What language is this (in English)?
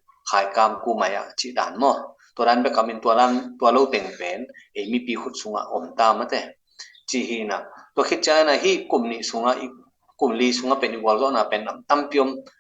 Tedim Chin